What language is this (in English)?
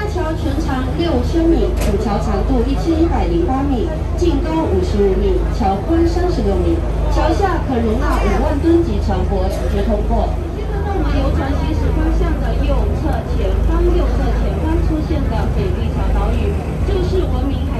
Chinese